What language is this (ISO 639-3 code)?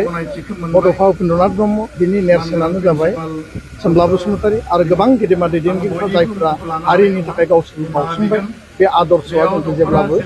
brx